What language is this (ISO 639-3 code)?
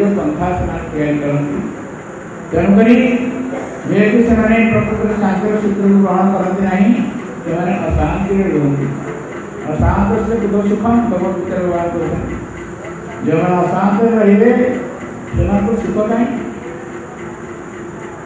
ori